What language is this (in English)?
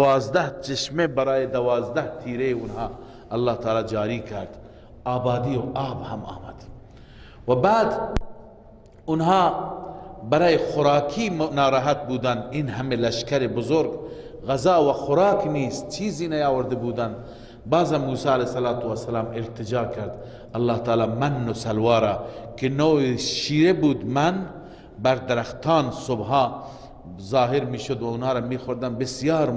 Persian